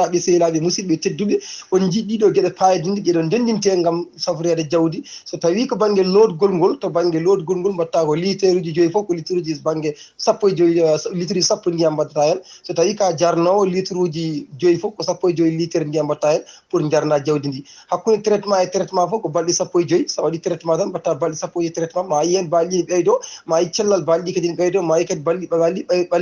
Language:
Fula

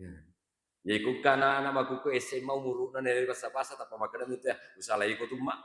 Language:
Buginese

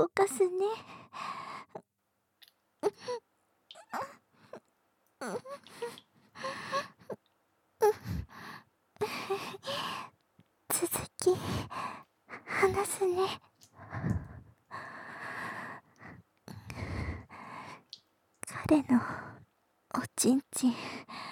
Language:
Japanese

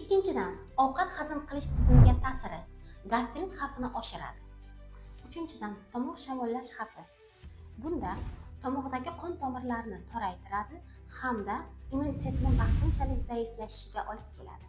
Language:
Uzbek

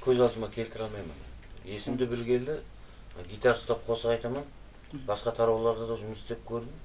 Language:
Kara-Kalpak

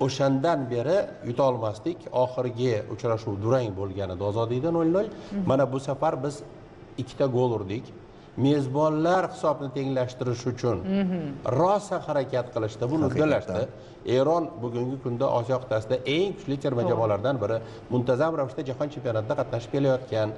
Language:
Uzbek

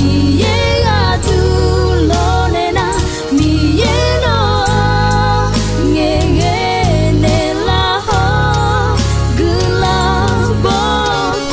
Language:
Akha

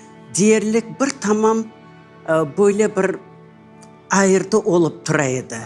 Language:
Crimean Tatar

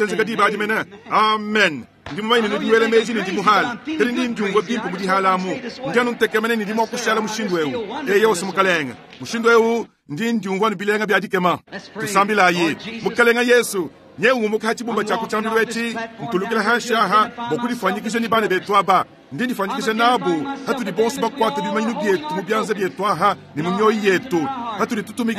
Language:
Luba-Lulua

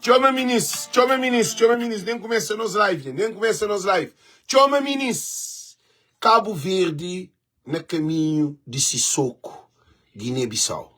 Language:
Kabuverdianu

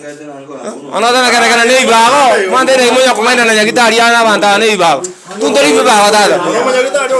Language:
Gusii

